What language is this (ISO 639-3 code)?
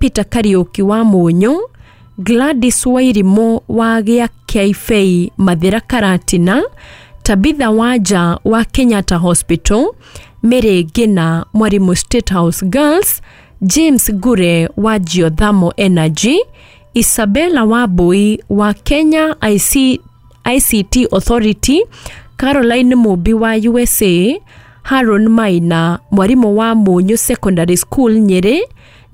kik